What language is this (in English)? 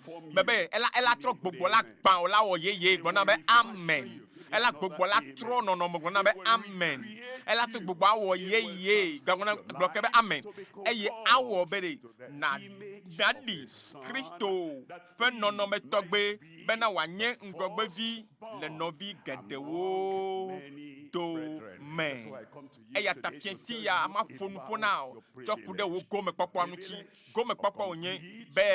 Ewe